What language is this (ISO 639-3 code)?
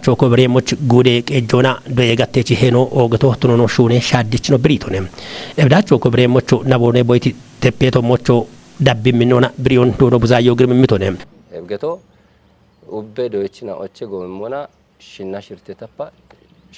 kbr